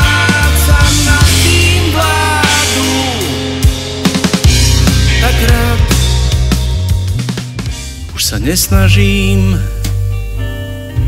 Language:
Slovak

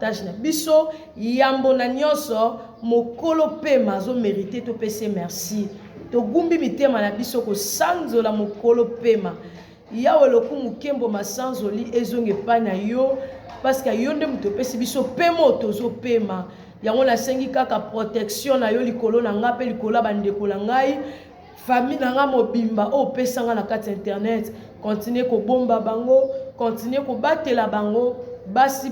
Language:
Lingala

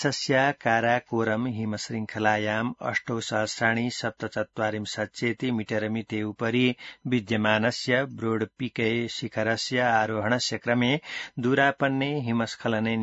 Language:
Sanskrit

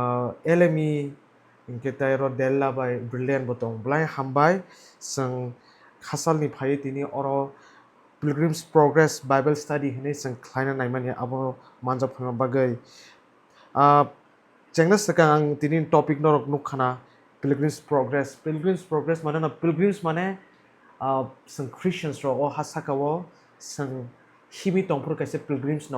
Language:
Kok Borok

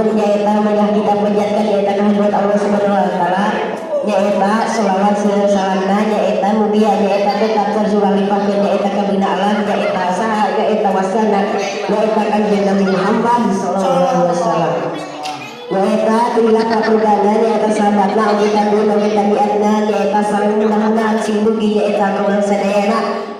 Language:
Sundanese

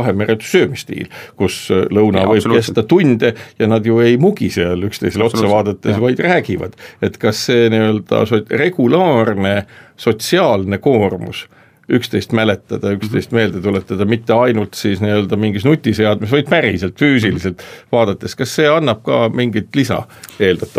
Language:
Estonian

